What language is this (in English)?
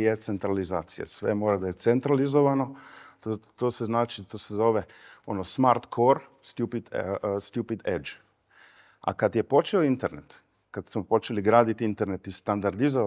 Serbian